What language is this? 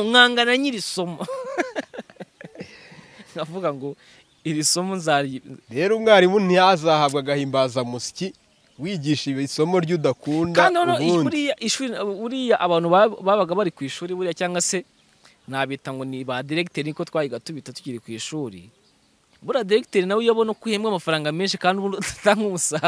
Kinyarwanda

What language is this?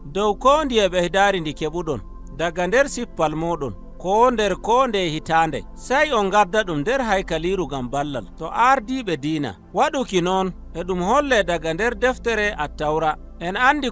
Nigerian Fulfulde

